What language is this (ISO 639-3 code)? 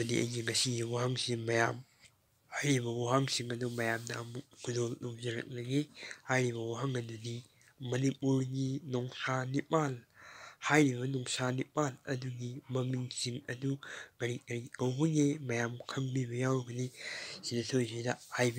mni